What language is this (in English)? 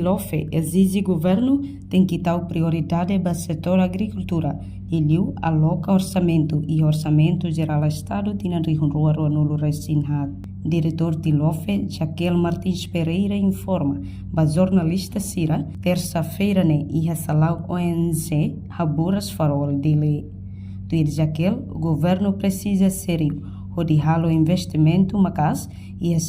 Tetum